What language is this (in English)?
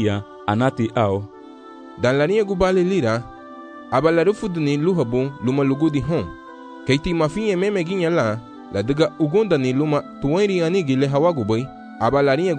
Garifuna